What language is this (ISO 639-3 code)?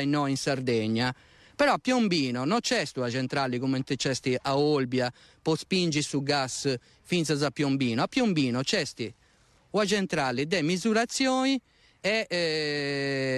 srd